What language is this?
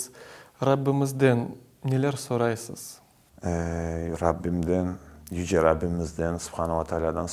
Crimean Tatar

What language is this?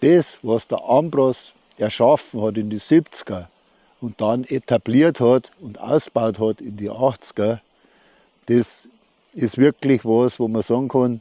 Bavarian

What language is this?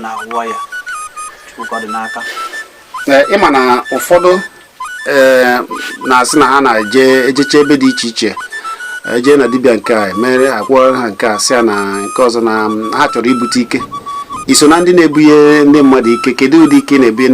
Igbo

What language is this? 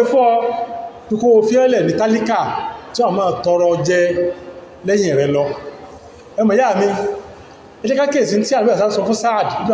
Yoruba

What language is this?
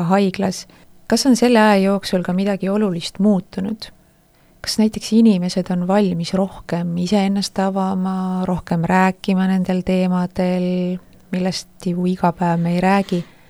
Estonian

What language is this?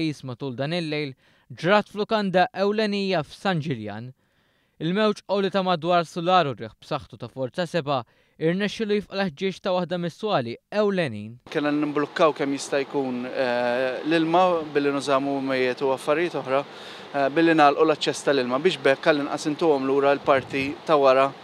Maltese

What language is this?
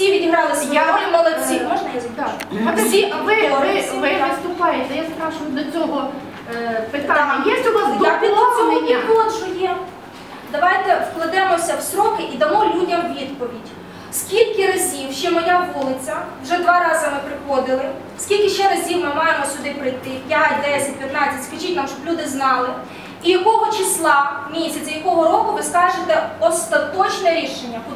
Ukrainian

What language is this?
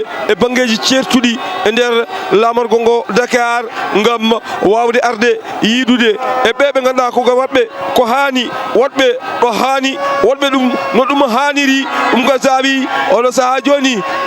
Fula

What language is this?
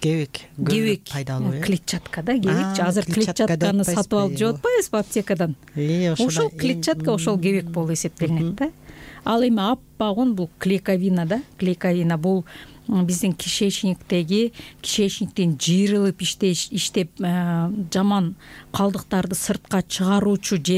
Kyrgyz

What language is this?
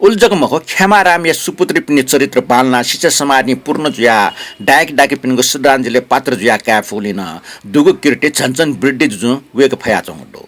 Newari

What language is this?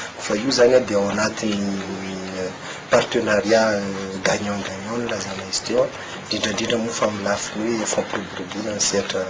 Malagasy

